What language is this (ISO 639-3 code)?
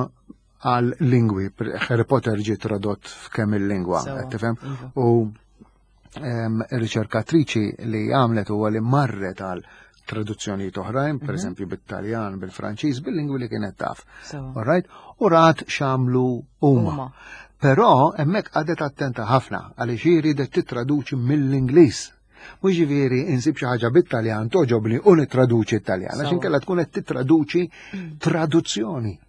mlt